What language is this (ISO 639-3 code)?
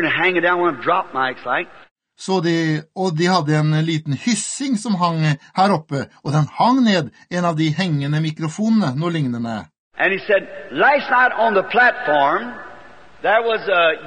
nor